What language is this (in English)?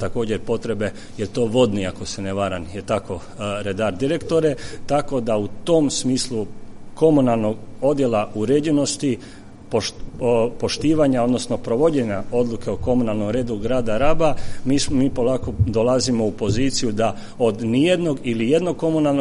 Croatian